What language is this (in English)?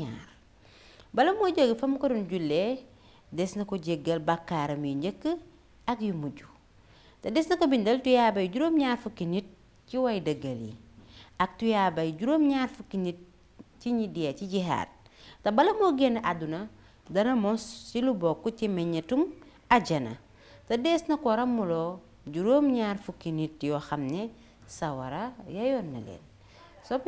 Wolof